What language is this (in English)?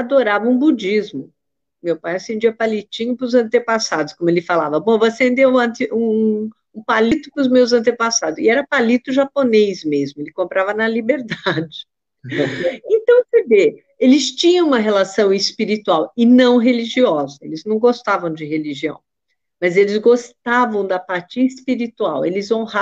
Portuguese